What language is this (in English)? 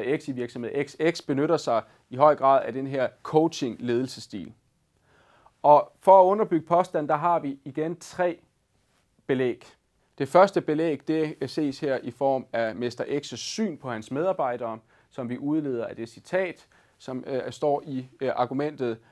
Danish